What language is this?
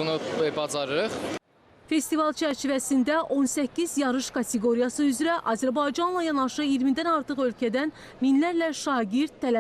Azerbaijani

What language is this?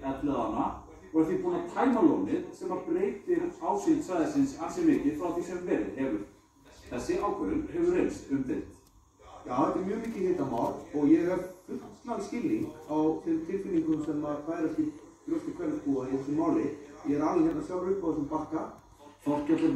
Icelandic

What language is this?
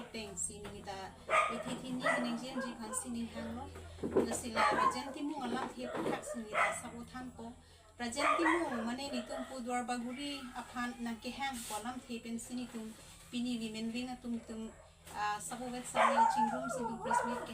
Karbi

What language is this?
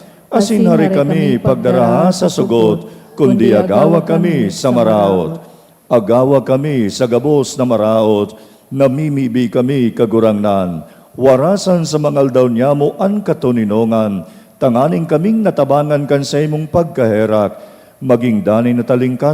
Bikol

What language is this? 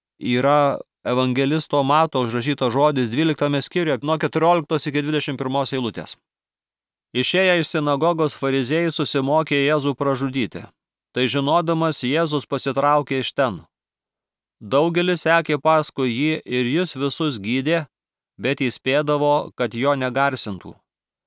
Lithuanian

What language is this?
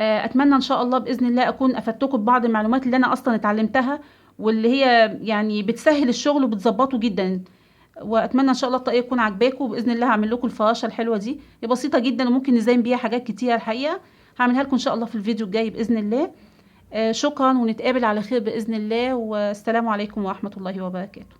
Egyptian Arabic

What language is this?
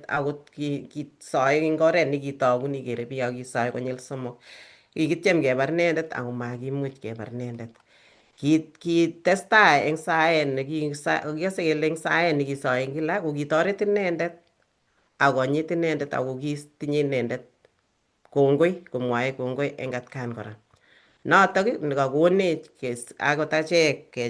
Kalenjin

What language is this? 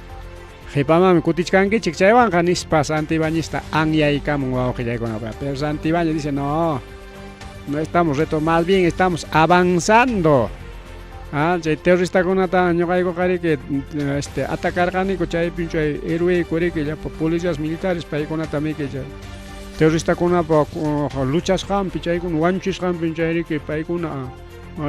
Ayacucho Quechua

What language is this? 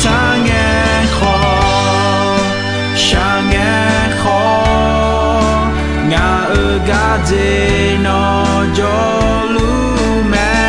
Akha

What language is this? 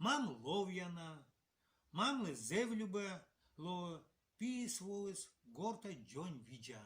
Komi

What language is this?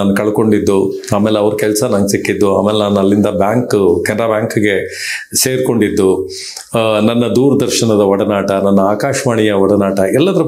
Kannada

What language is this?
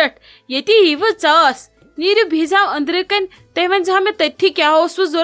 Kashmiri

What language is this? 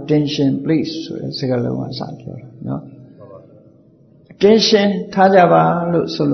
Burmese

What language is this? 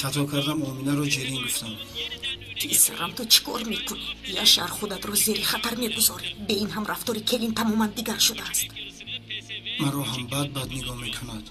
Tajik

